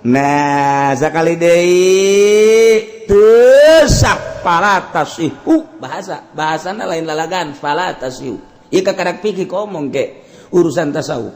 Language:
Sundanese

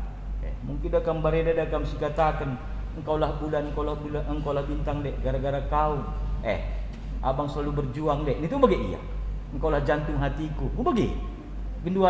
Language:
Batak Karo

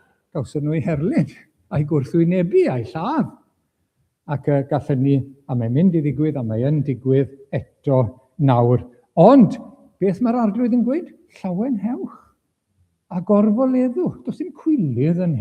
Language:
Welsh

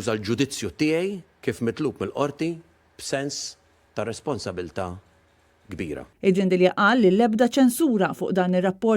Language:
Maltese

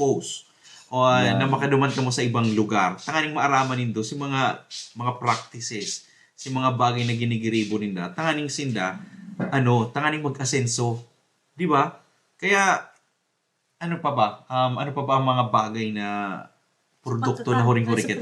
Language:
Bikol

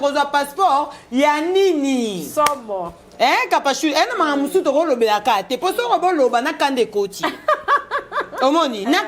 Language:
Lingala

